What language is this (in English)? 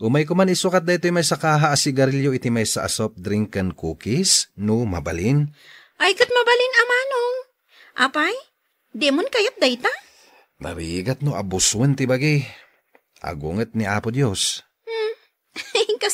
Iloko